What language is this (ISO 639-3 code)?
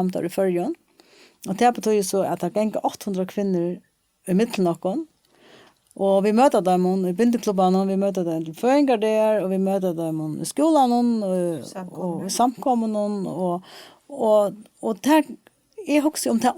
fao